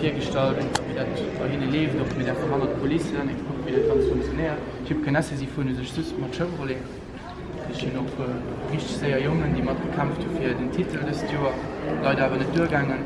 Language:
Luxembourgish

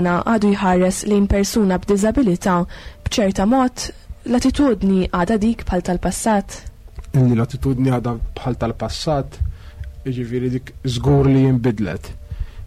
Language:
Maltese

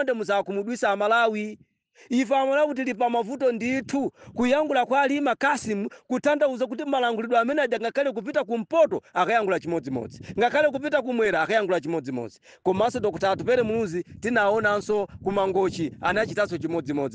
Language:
Nyanja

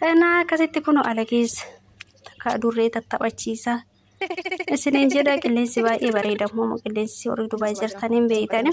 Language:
Oromo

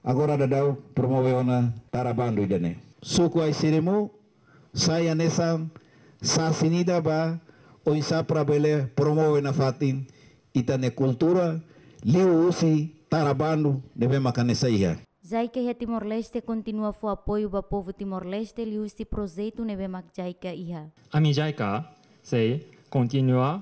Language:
Tetum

